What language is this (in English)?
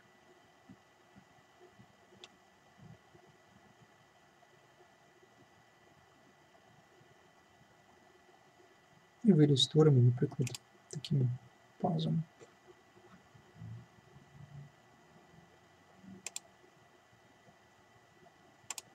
Ukrainian